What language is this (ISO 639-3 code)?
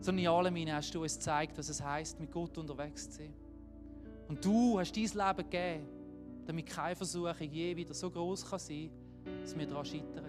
gsw